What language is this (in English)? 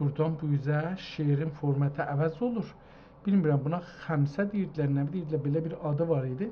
South Azerbaijani